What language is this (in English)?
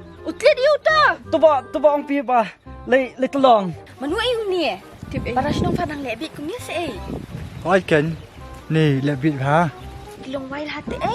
Khasi